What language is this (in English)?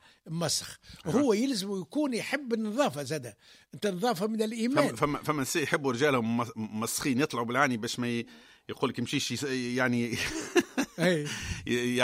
Tunisian Arabic